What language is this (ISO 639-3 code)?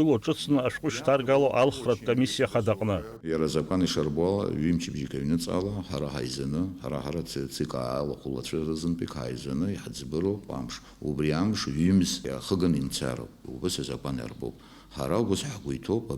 abk